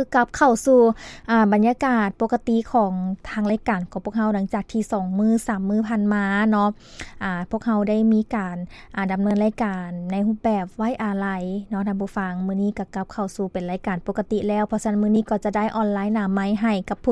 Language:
Lao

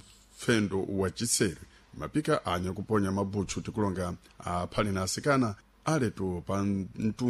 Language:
Sena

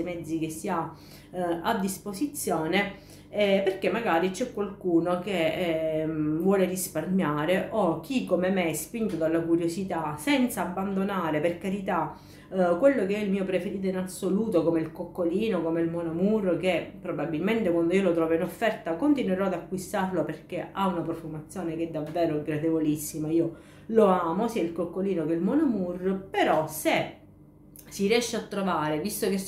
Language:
Italian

